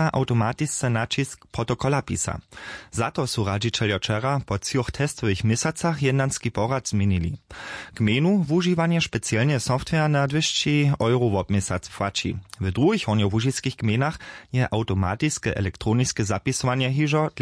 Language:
Upper Sorbian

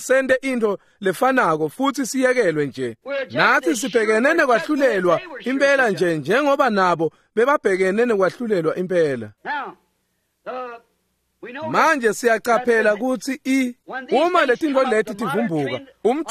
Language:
Swati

